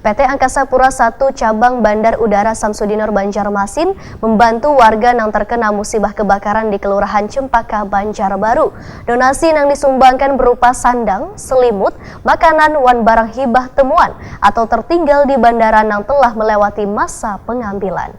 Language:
Banjar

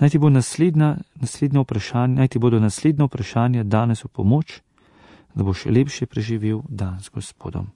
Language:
Slovenian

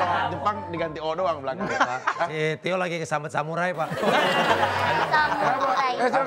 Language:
Indonesian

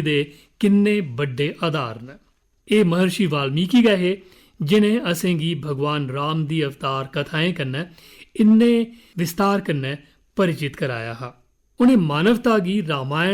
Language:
Dogri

